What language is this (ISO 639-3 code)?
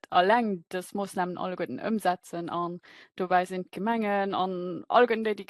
ltz